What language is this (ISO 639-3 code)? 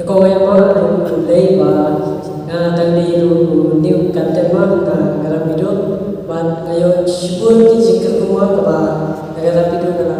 kha